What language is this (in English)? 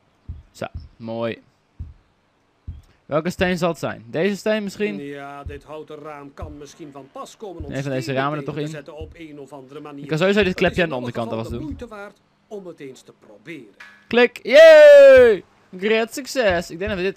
Dutch